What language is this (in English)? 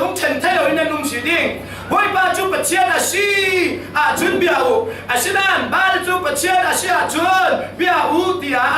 Falam Chin